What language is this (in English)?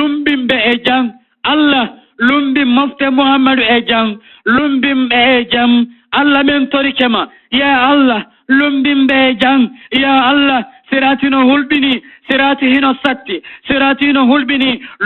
Fula